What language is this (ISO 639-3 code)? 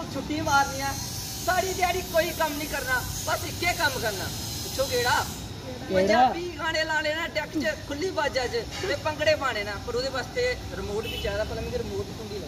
doi